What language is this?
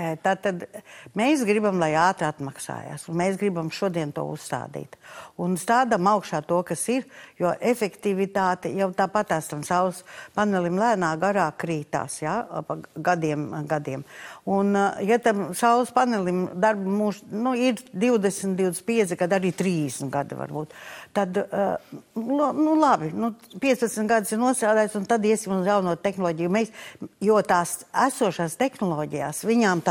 Latvian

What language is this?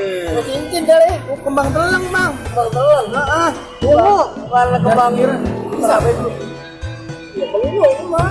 Betawi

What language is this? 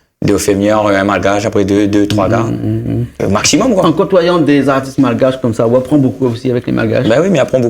Réunion Creole French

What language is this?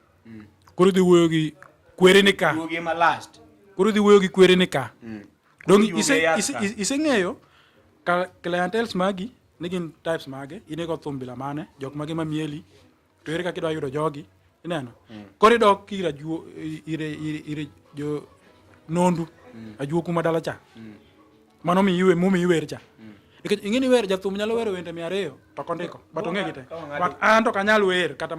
Luo (Kenya and Tanzania)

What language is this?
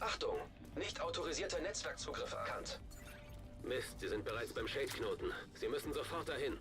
Bavarian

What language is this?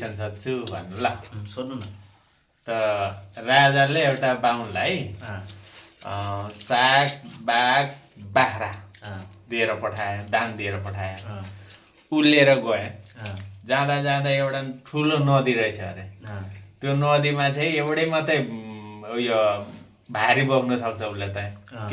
Nepali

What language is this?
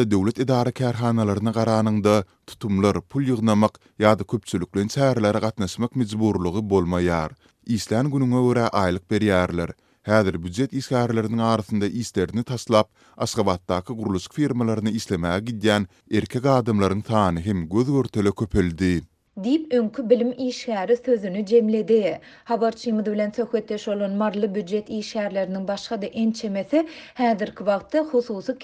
Turkmen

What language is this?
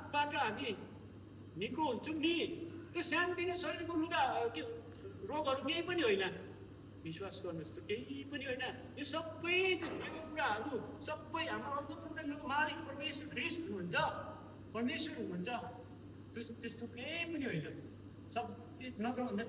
Nepali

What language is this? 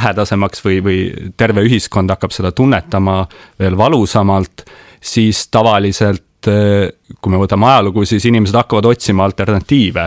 Estonian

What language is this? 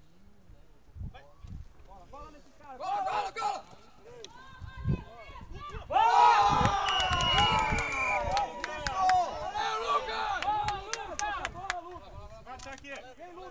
Portuguese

